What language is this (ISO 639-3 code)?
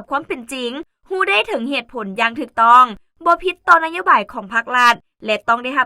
lao